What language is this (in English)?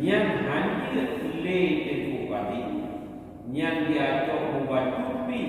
Achinese